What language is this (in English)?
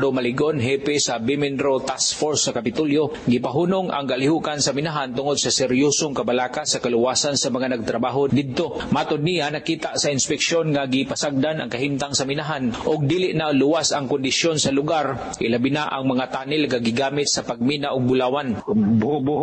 Cebuano